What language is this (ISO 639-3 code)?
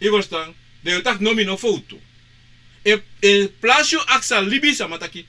srn